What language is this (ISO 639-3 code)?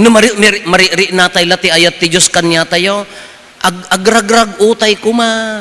ilo